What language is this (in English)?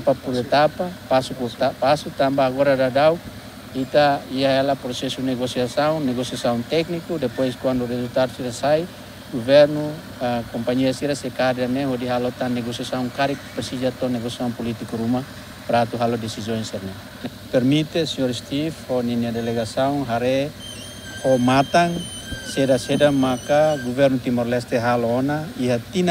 Tetum